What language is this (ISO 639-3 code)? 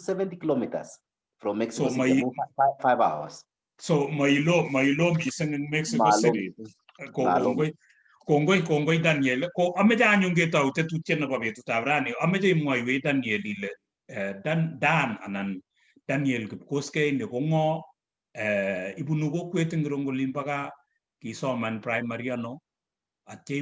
kln